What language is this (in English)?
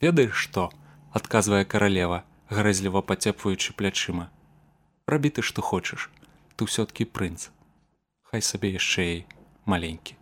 Belarusian